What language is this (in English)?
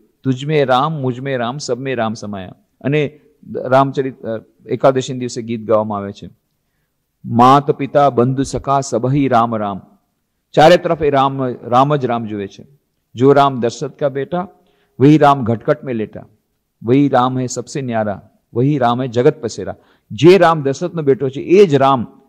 Gujarati